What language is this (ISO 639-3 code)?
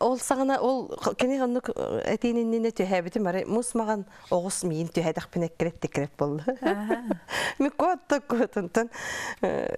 sah